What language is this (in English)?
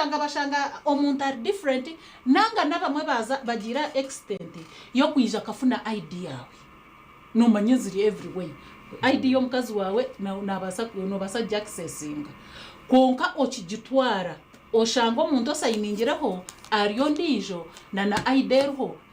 Nyankole